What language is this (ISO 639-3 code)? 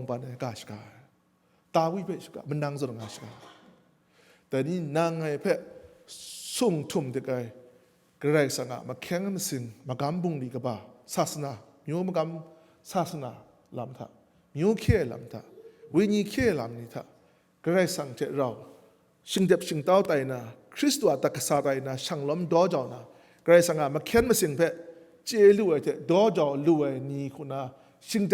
kac